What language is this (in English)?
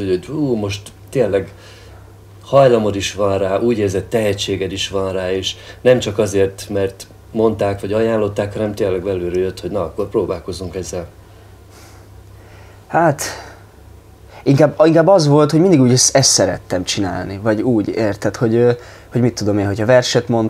Hungarian